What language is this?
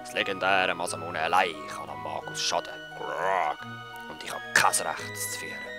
Swiss German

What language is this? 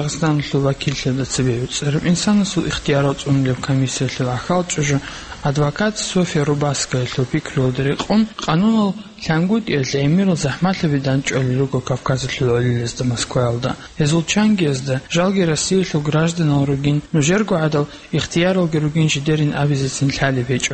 Avaric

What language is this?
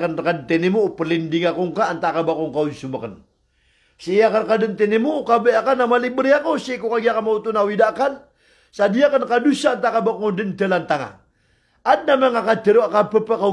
Maranao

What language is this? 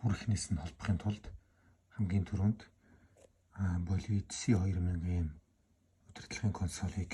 Mongolian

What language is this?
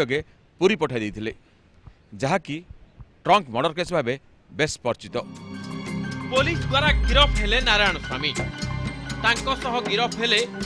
Odia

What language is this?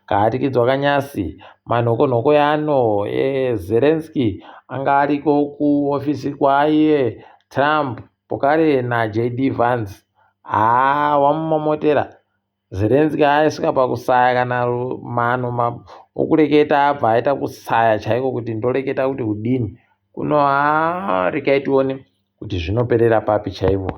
Ndau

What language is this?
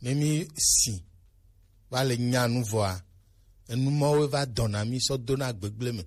Gen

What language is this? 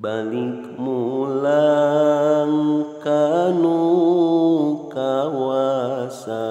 Sundanese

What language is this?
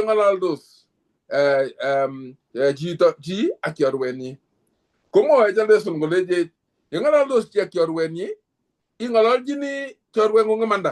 Kalenjin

